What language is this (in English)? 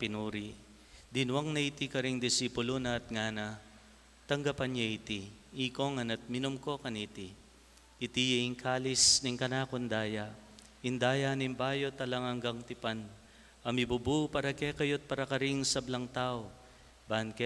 Pampanga